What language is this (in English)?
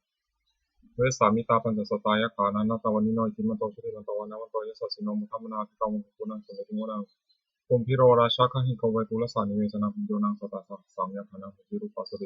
Pali